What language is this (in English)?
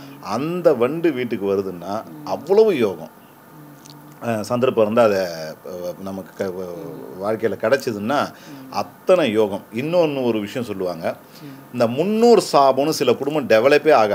Tamil